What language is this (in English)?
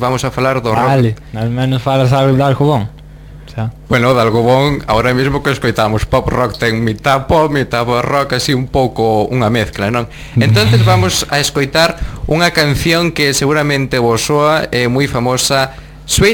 Galician